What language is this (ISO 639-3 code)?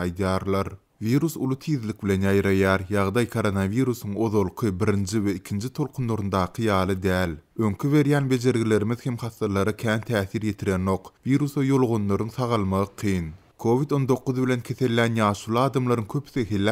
tuk